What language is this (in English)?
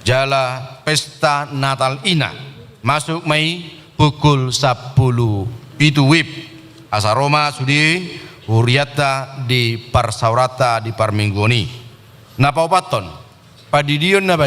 Batak Toba